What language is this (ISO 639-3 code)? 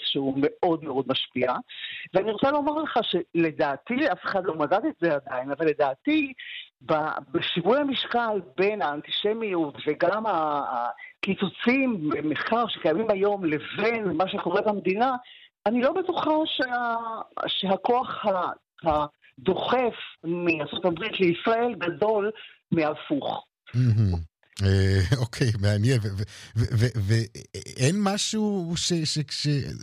heb